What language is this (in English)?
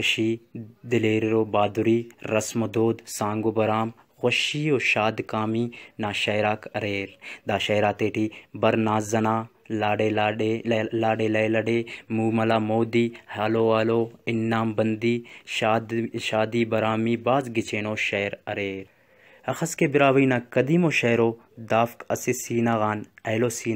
Brahui